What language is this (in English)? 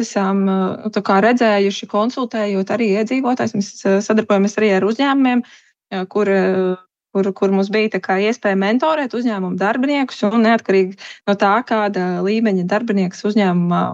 Latvian